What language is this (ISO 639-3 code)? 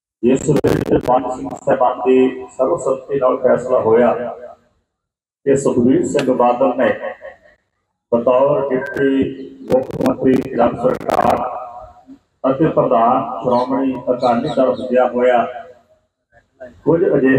pan